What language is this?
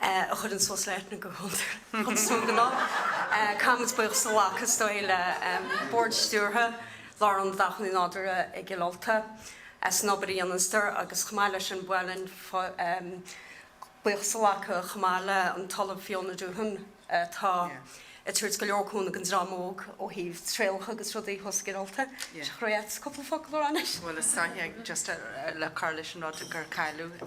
Irish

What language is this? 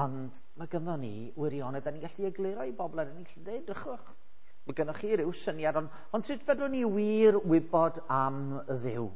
Welsh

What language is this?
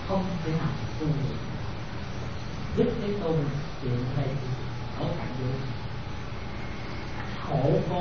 Vietnamese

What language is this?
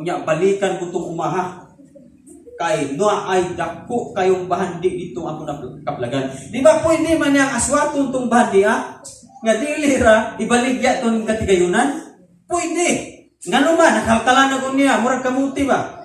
Cebuano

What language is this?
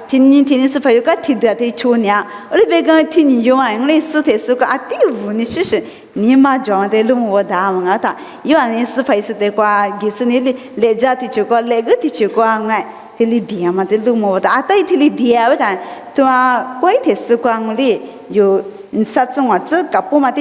Lisu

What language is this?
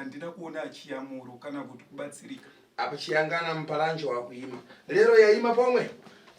Shona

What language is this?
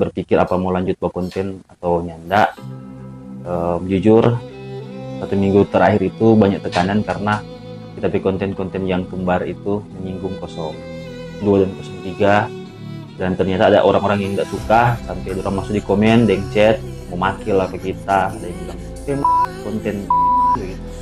Manado Malay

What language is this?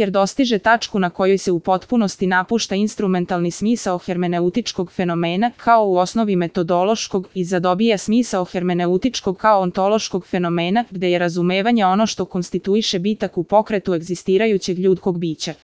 Serbian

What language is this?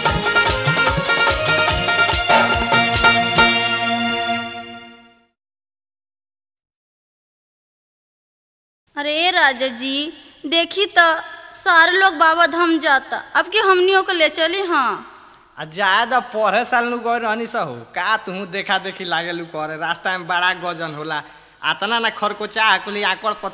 Bhojpuri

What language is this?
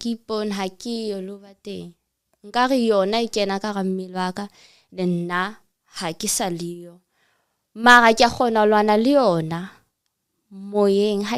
Southern Sotho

